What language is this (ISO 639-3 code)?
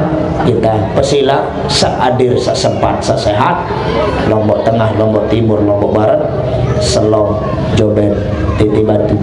sas